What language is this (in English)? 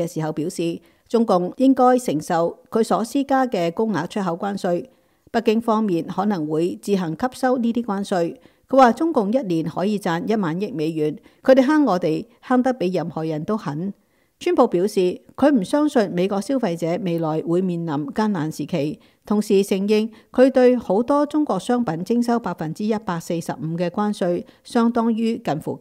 Cantonese